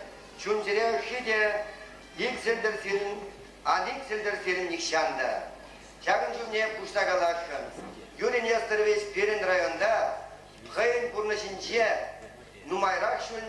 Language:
Chuvash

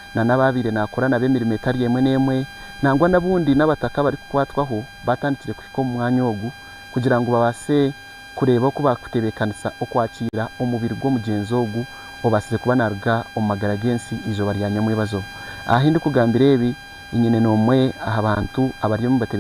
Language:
Nyankole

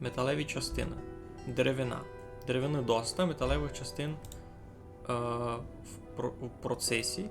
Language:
Rusyn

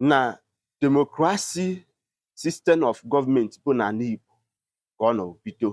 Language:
Igbo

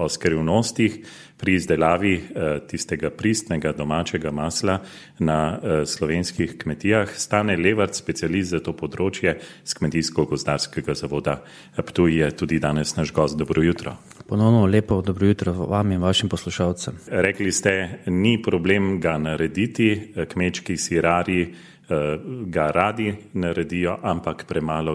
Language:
Slovenian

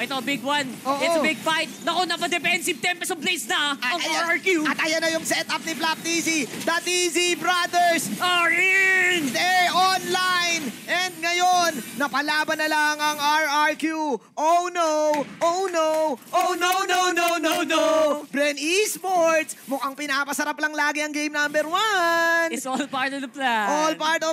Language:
Filipino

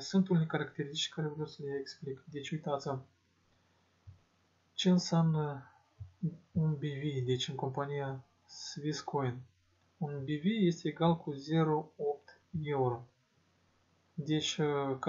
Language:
Romanian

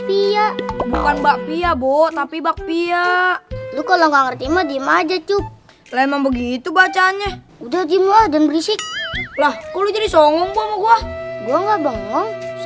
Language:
Betawi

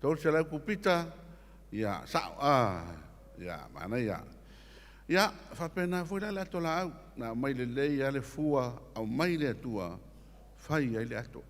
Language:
Samoan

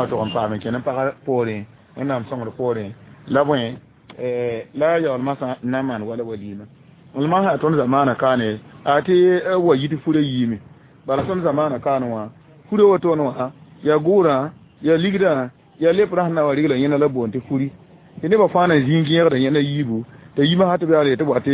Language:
Mossi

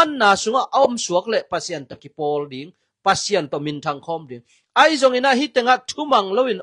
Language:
Tedim Chin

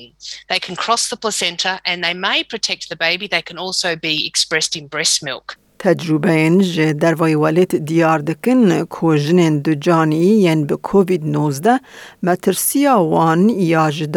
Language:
Kurdish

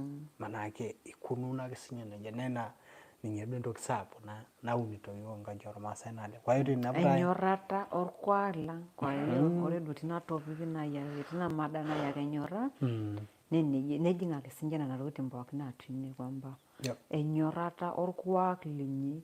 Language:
Masai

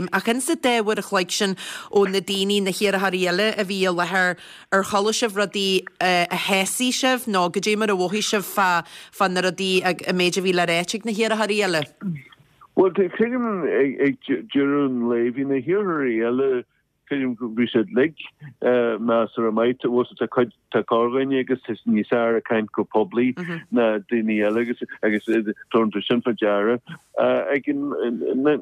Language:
Irish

